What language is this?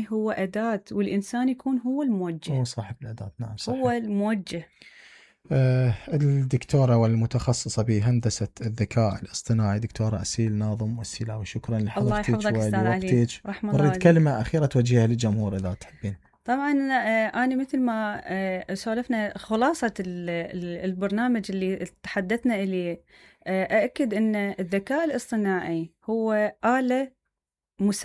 Mesopotamian Arabic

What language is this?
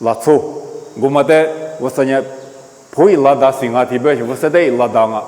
Lisu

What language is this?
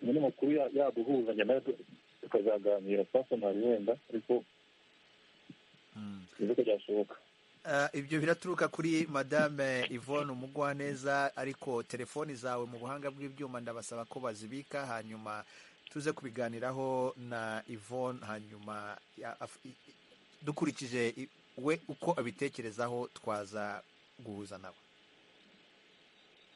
Kinyarwanda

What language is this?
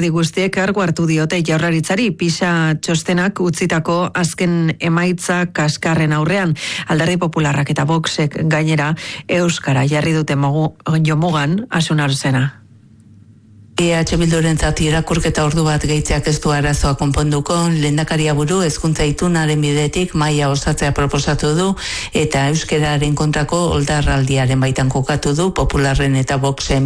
Basque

